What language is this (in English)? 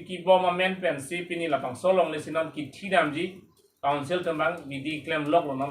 Karbi